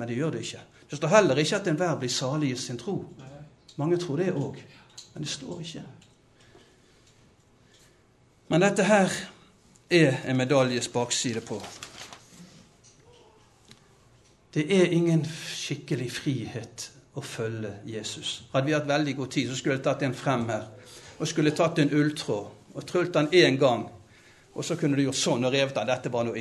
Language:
Norwegian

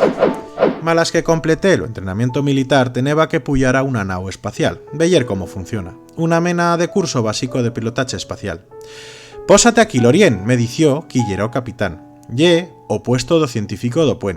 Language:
Aragonese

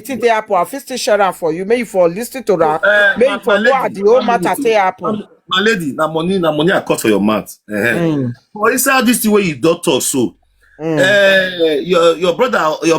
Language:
Nigerian Pidgin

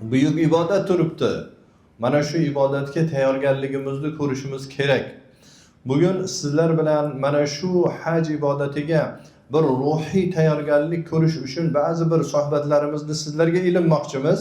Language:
Uzbek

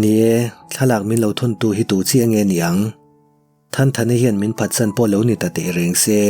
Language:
Mizo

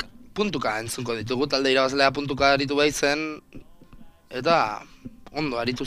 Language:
Basque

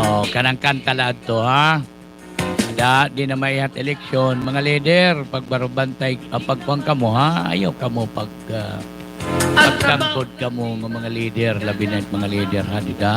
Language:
Waray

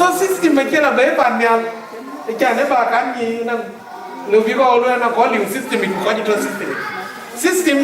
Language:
Dinka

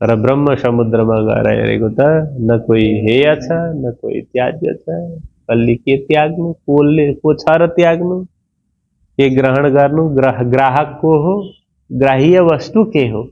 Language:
Nepali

